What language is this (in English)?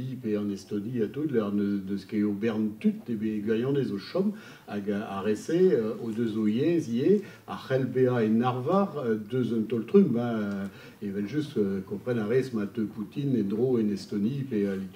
Breton